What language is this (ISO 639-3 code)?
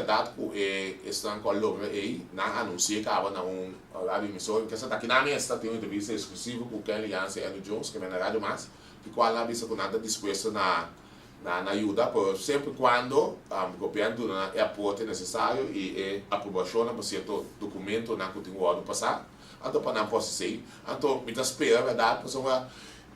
pap